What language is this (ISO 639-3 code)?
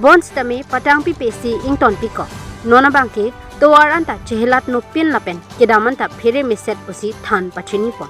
mjw